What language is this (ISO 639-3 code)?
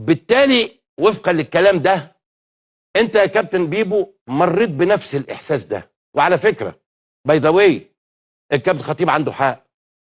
arz